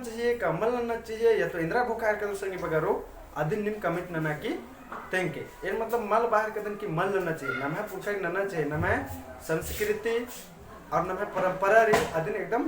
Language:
Kurukh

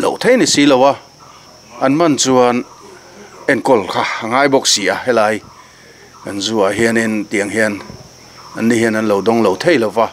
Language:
Mizo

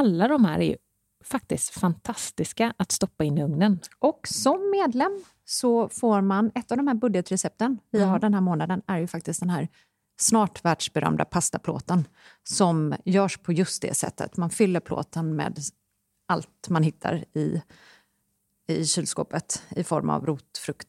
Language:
Swedish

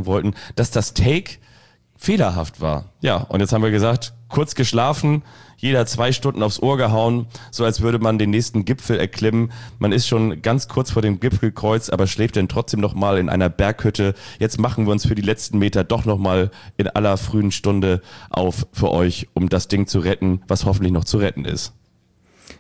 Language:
German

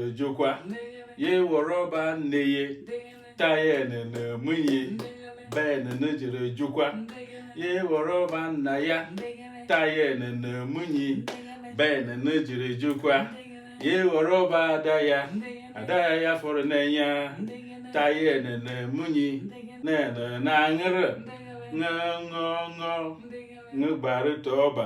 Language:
Igbo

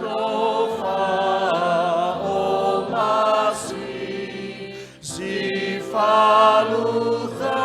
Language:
Nias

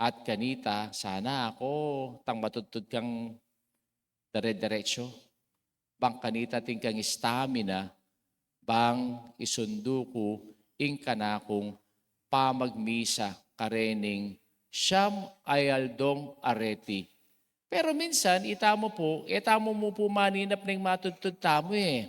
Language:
Pampanga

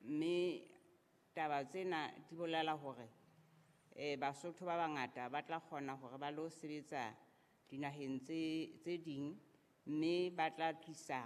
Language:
Southern Sotho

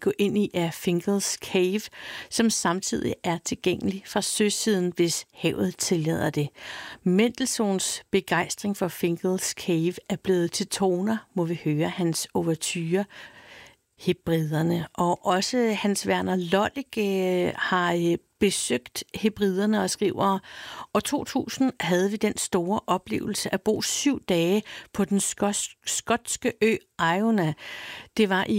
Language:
Danish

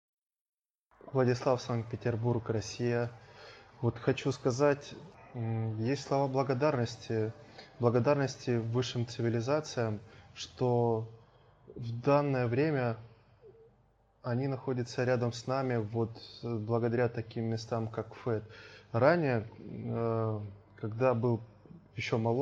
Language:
Russian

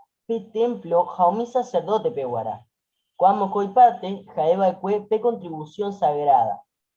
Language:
Guarani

